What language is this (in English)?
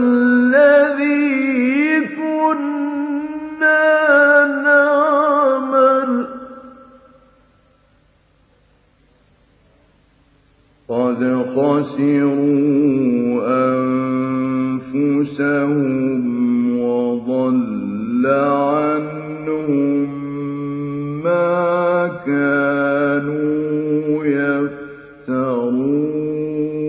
Arabic